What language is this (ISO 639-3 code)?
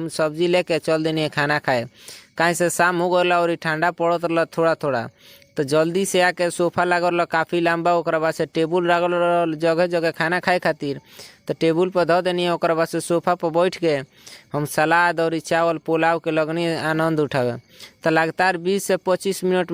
bho